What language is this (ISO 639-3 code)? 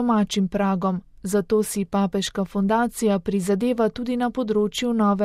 slv